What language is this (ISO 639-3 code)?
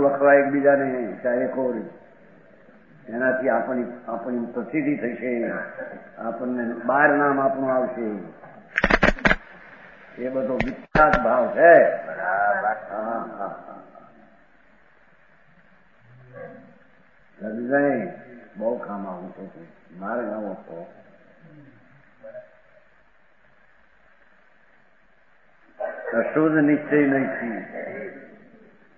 guj